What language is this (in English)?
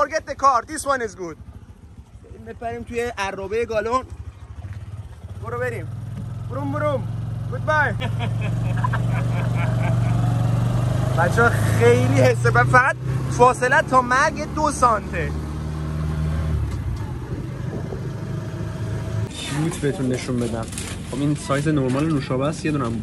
Persian